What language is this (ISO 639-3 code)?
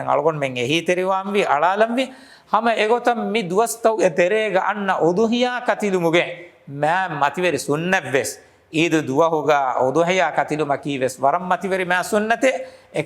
div